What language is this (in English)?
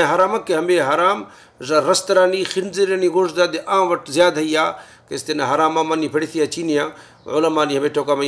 Baluchi